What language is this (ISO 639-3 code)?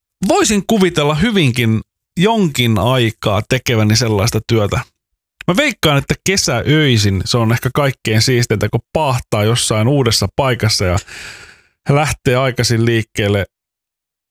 fin